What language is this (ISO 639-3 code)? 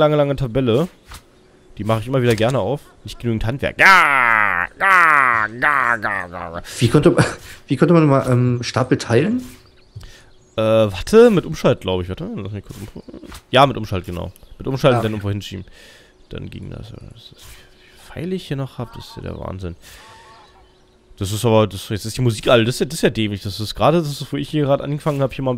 deu